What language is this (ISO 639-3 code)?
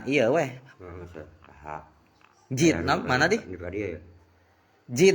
sun